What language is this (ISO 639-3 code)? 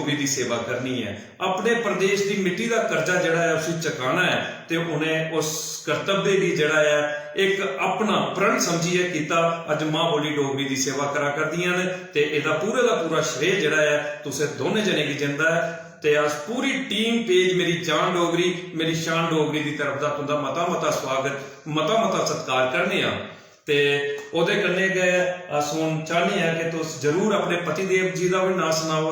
doi